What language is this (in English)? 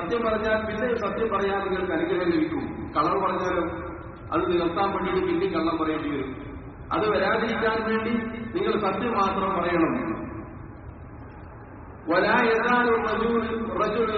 Malayalam